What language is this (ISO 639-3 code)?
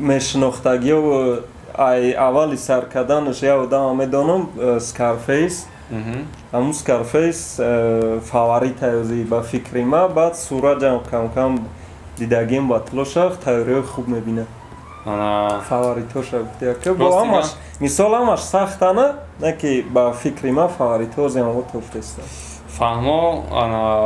tgk